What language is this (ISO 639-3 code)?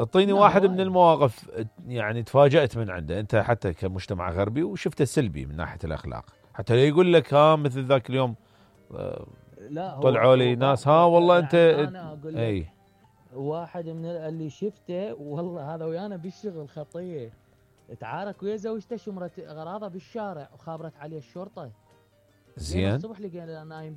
acm